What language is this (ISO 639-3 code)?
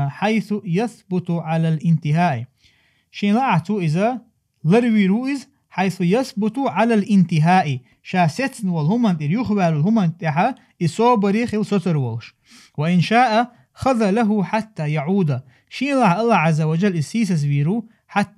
che